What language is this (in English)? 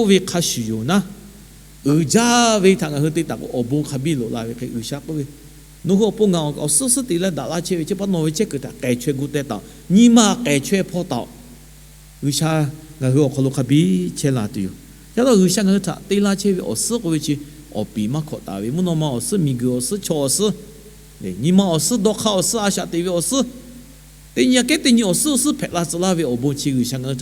Lahu